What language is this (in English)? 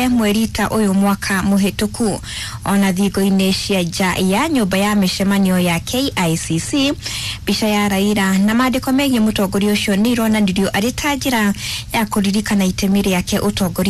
Kikuyu